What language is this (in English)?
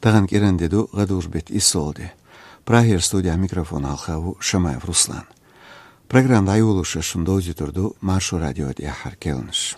Chechen